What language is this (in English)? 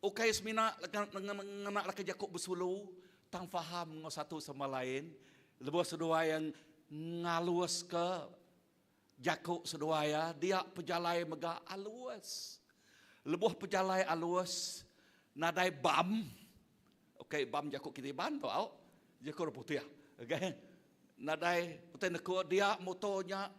Iban